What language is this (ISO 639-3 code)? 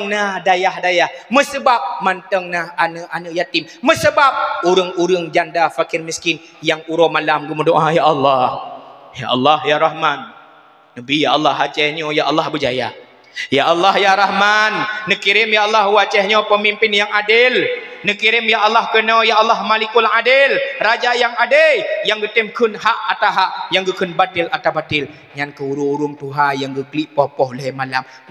ace